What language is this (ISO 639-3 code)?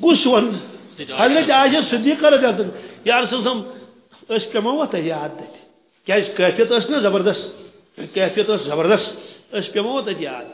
kas